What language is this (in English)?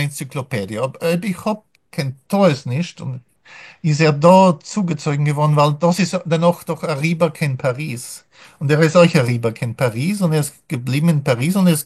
Yiddish